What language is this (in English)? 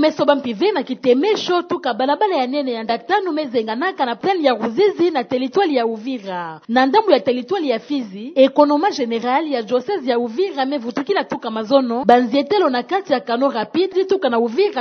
Kituba (Democratic Republic of Congo)